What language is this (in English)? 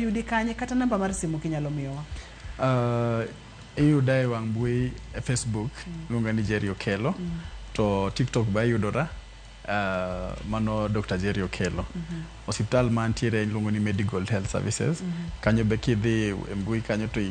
Luo (Kenya and Tanzania)